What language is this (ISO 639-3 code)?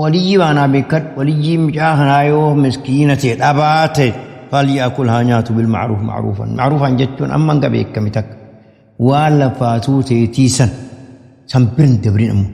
orm